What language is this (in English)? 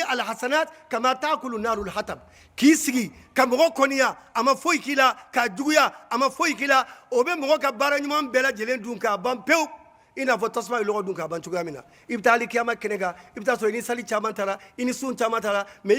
Bambara